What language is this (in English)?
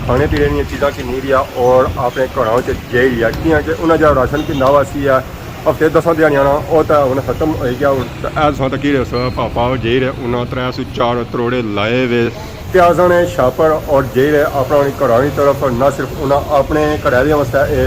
Pahari-Potwari